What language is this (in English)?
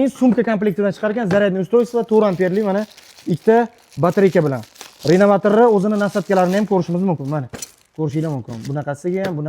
Uzbek